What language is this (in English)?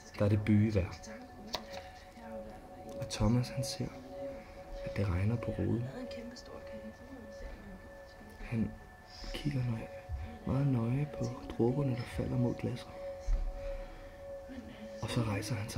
Danish